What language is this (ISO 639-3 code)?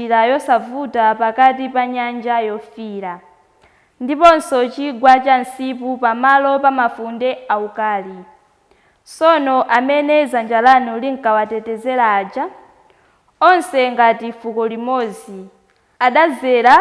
nya